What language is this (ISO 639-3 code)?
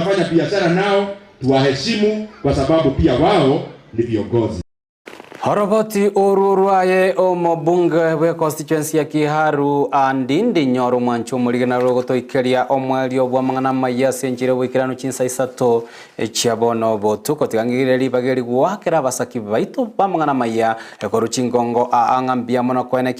guz